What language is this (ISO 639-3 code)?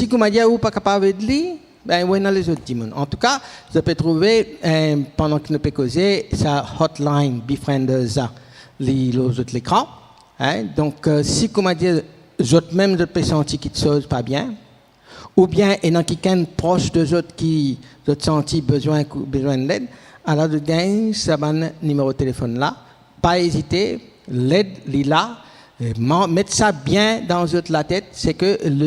mfe